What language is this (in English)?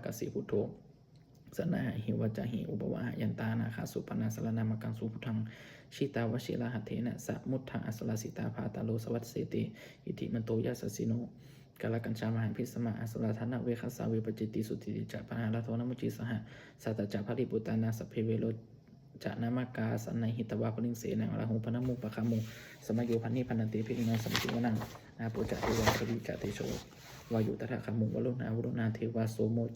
Pali